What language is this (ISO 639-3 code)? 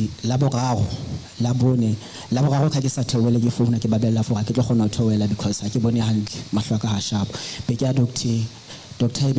sot